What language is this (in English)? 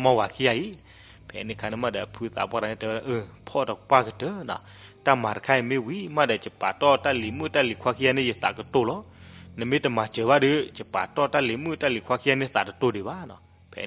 S'gaw Karen